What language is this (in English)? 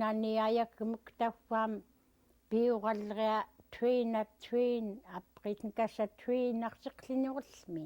Central Yupik